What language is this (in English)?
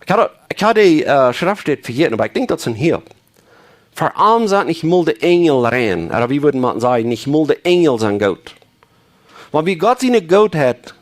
Plautdietsch